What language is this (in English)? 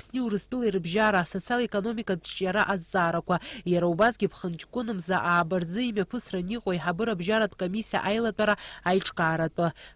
Abkhazian